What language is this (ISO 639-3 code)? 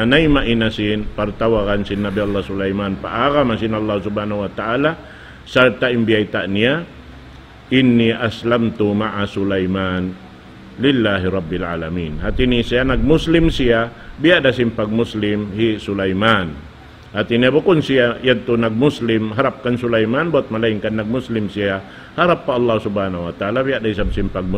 tsg